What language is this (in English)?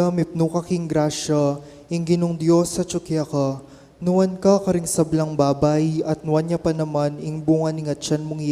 Pampanga